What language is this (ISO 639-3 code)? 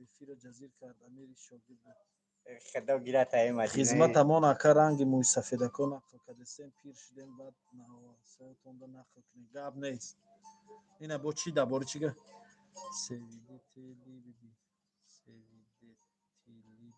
tgk